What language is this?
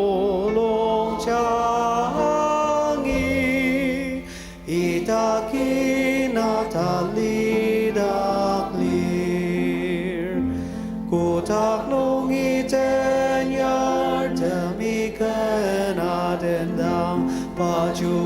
Ao Naga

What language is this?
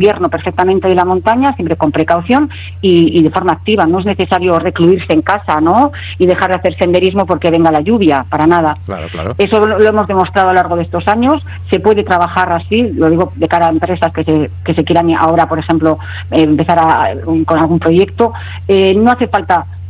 Spanish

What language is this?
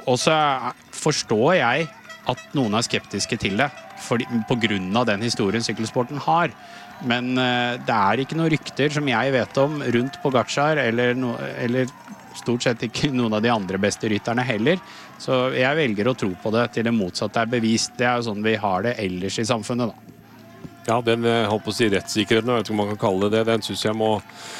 Norwegian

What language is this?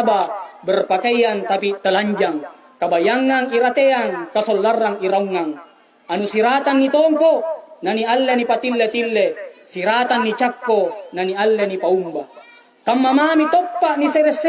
Makasar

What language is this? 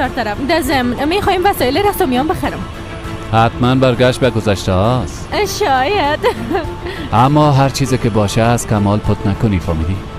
Persian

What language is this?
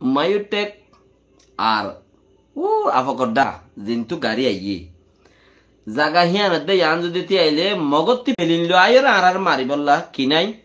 Rohingya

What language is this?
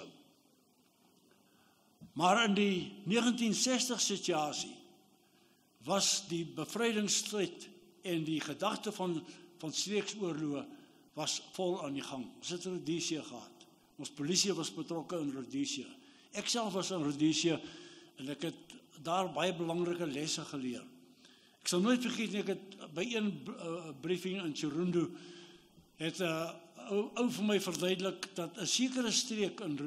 Afrikaans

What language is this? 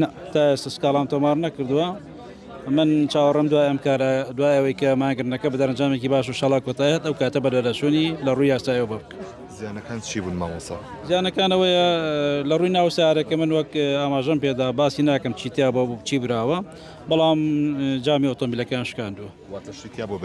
Central Kurdish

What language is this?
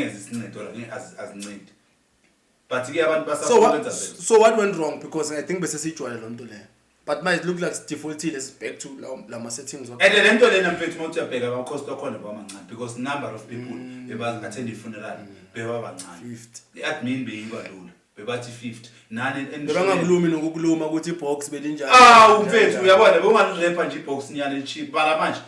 Zulu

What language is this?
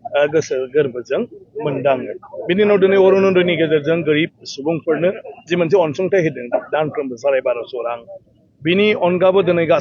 Bodo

